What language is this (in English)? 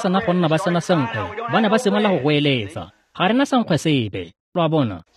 Tswana